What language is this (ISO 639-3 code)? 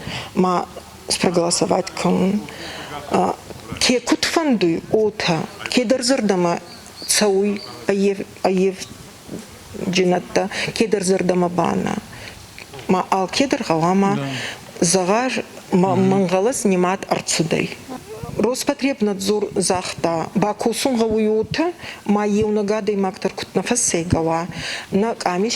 oss